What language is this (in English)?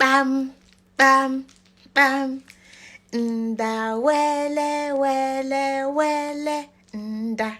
Igbo